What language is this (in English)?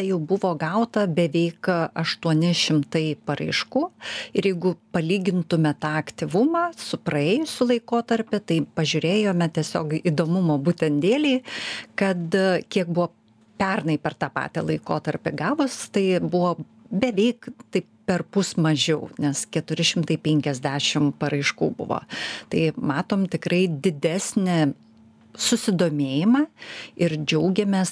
Lithuanian